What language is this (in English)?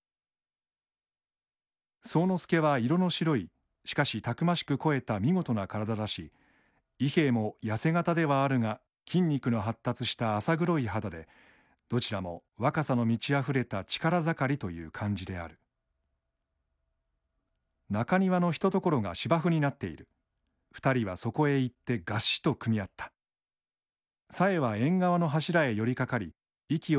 Japanese